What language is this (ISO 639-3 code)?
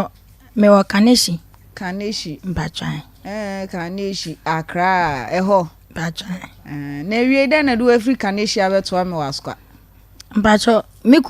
aka